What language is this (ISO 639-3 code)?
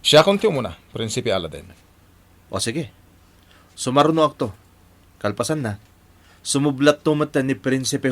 ilo